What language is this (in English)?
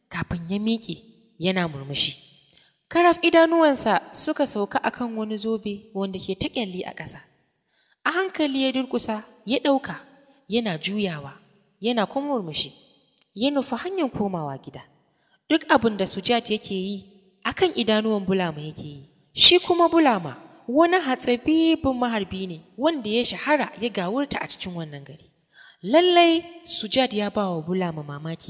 Hausa